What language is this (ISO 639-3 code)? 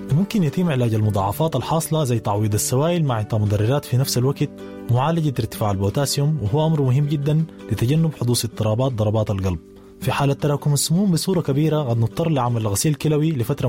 apd